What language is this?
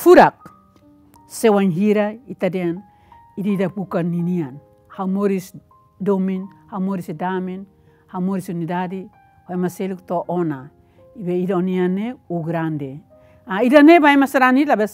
Tetum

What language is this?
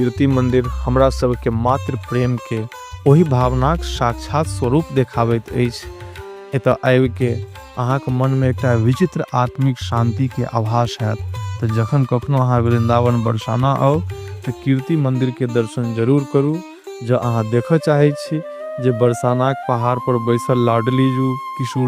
Maithili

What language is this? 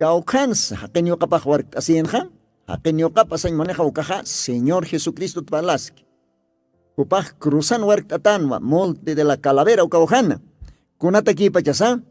Aymara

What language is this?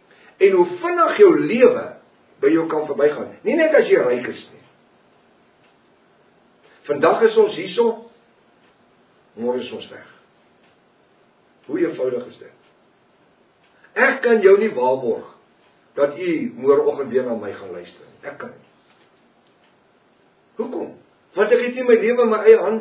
Afrikaans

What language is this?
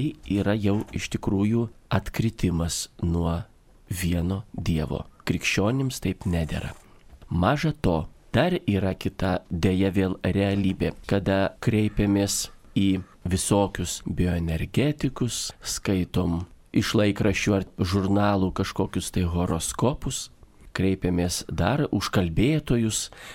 Lithuanian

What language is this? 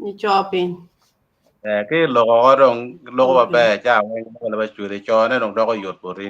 Acoli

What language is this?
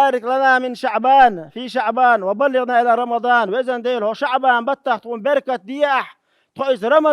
Chechen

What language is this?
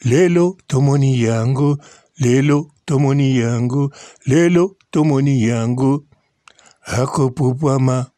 Lingala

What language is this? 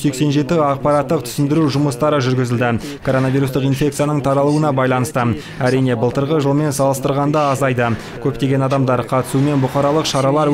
Kazakh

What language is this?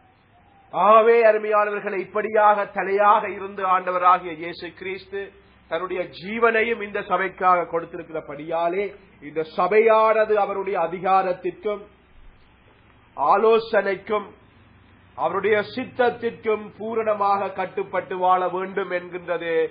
Tamil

